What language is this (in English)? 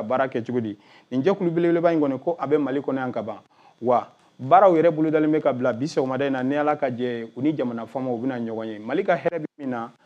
Bambara